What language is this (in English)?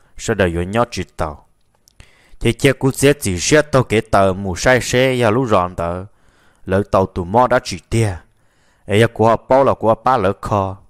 Vietnamese